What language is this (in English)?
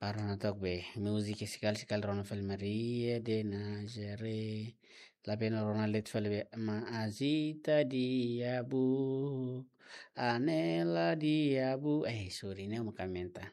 Tetum